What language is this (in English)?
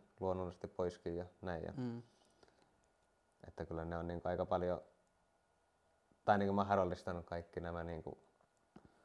Finnish